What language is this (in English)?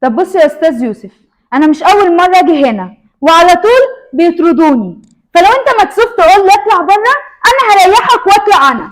Egyptian Arabic